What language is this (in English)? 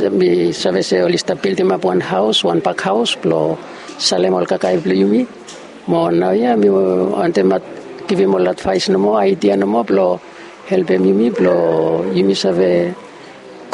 Bislama